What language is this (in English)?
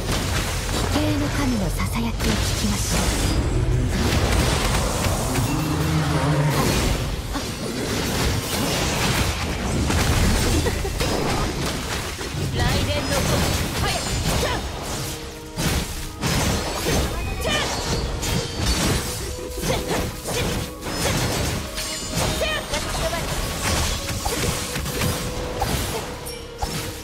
Japanese